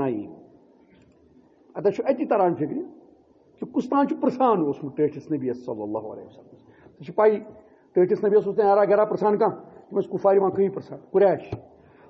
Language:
Kashmiri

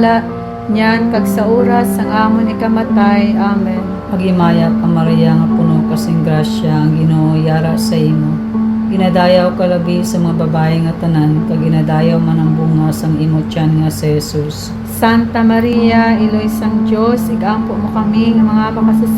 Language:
Hiligaynon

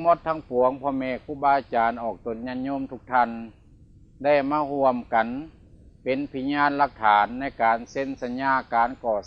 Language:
Lao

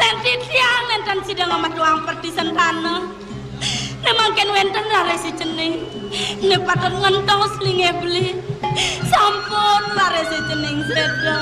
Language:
Balinese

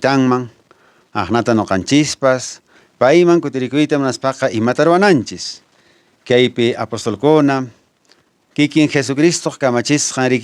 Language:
Quechua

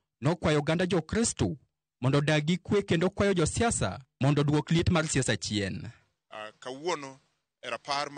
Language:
Luo (Kenya and Tanzania)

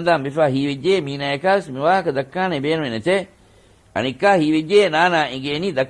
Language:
Divehi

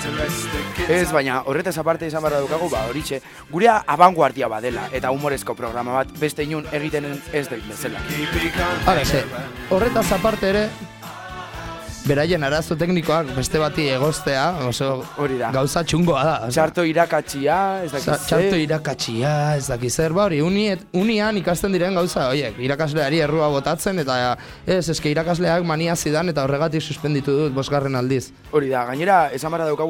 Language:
Basque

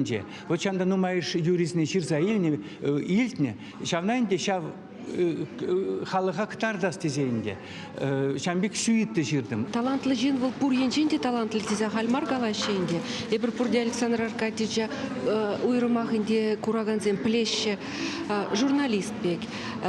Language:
Chuvash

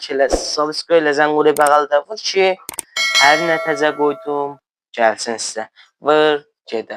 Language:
South Azerbaijani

